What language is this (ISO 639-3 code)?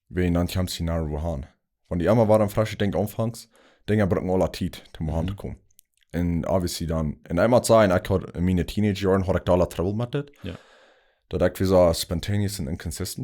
pdt